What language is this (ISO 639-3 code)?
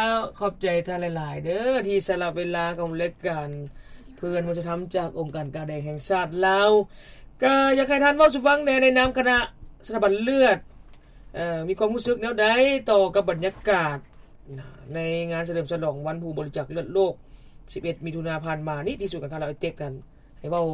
lao